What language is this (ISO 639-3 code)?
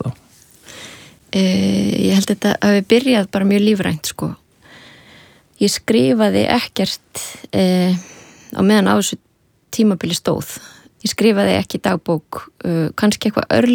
isl